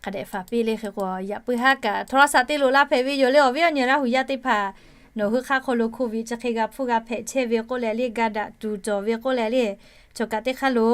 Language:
Lahu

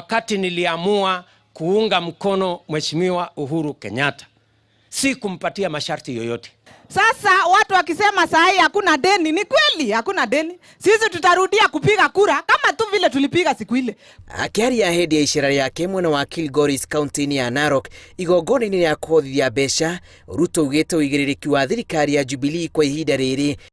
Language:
Kikuyu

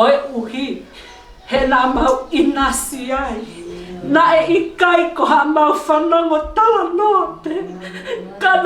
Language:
Tongan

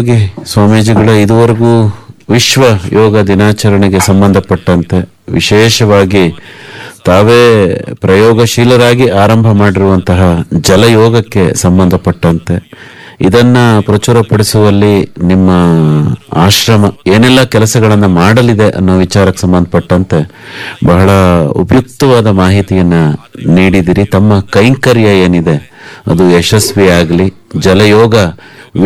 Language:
Kannada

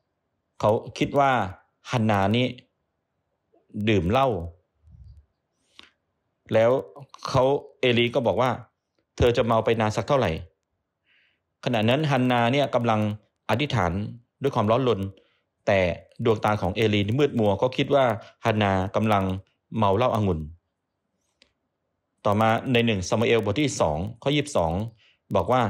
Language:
Thai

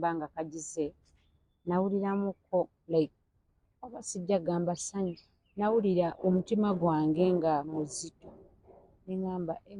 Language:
Ganda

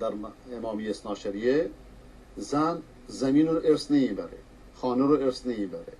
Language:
Persian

